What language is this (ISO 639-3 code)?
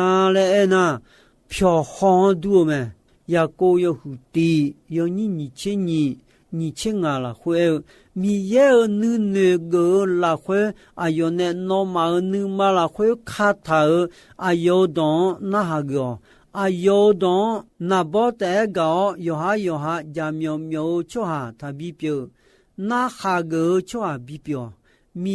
ahk